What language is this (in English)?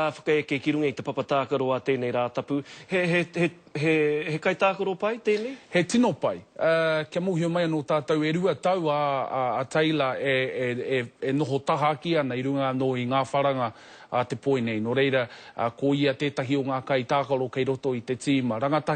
Māori